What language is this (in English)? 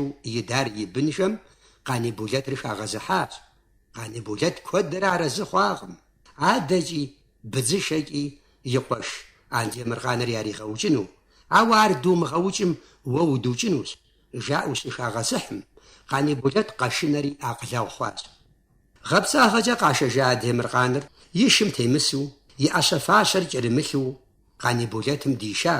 Kabardian